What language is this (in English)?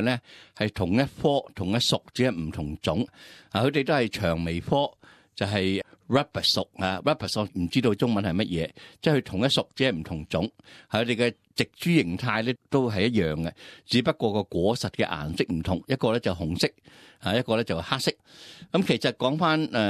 Cantonese